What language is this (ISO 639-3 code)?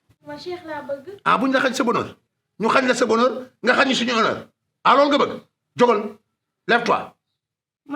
wol